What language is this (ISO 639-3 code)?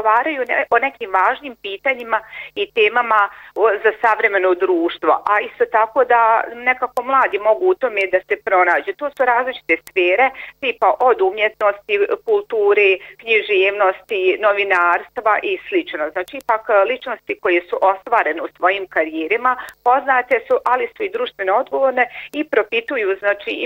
bos